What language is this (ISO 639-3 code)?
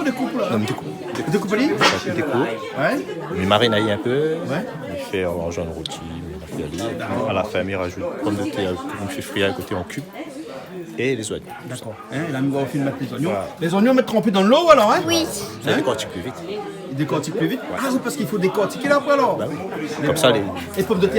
rcf